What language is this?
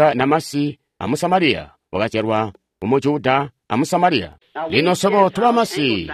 Tonga (Zambia)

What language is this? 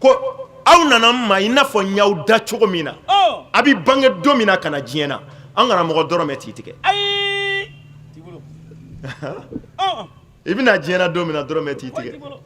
Bambara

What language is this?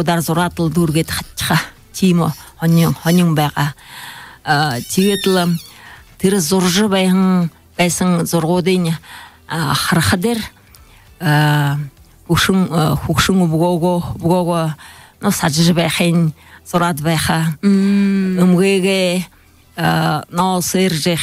Buriat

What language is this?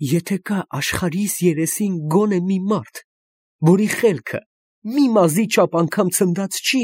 Armenian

